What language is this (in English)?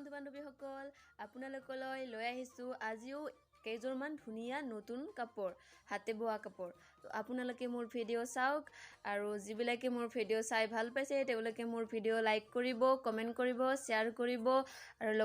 Assamese